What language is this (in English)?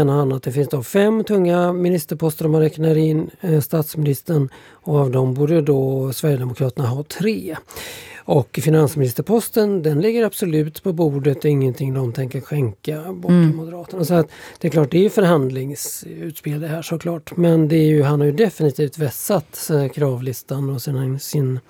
Swedish